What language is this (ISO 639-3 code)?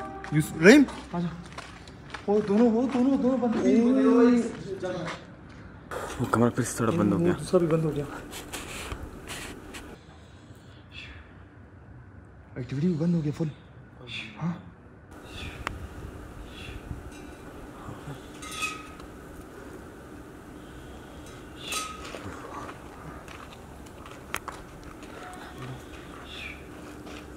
hin